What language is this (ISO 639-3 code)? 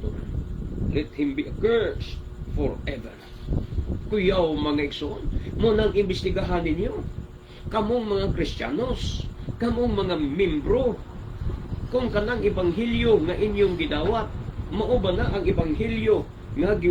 ceb